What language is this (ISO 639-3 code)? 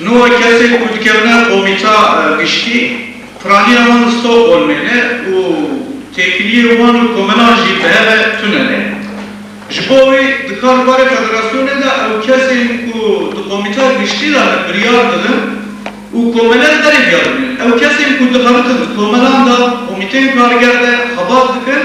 kur